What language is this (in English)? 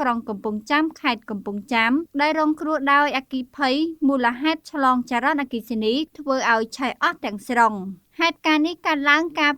Khmer